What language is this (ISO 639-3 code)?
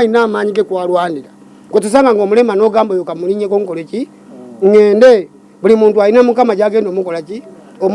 lug